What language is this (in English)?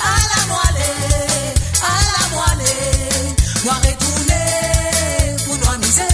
Morisyen